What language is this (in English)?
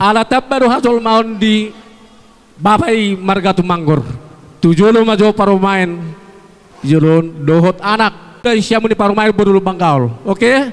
Batak Toba